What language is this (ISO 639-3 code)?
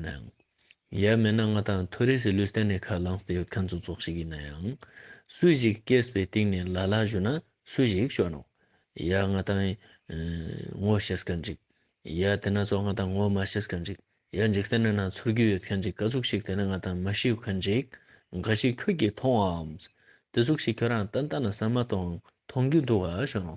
lbj